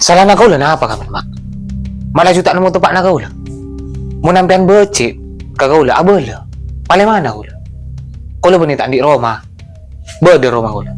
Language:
Madurese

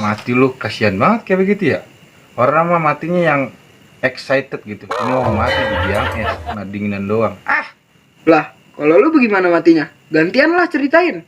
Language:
Betawi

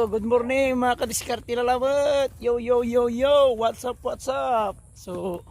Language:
Pangasinan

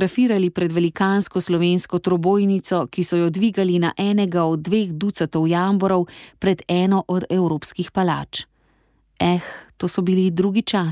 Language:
Slovenian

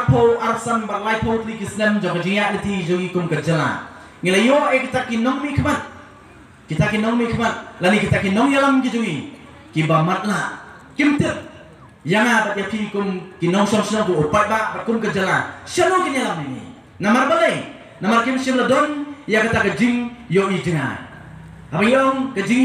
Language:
Khasi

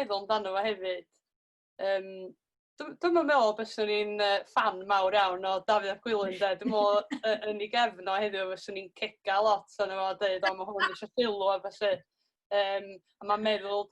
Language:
Welsh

